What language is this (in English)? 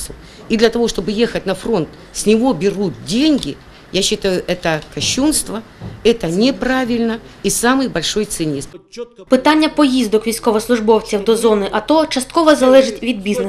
Ukrainian